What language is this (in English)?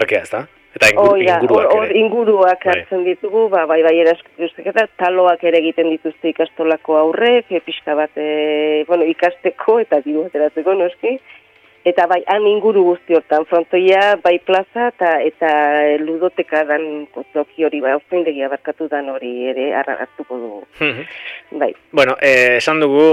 Basque